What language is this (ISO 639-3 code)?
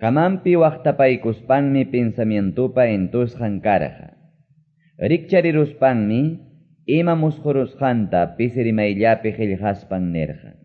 que